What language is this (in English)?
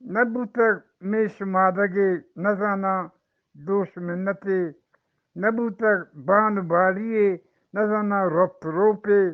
Eastern Balochi